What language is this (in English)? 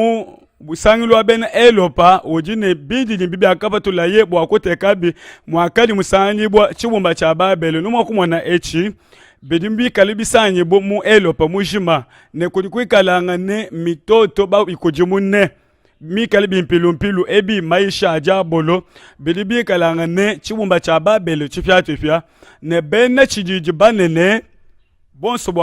Luba-Lulua